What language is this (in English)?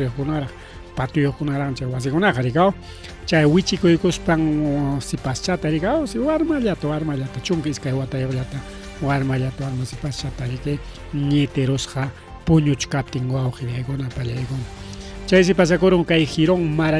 Ayacucho Quechua